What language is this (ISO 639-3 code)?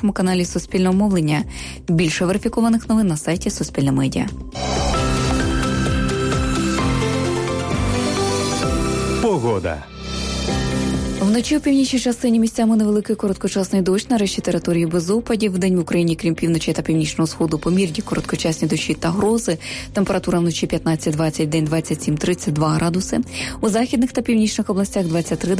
ukr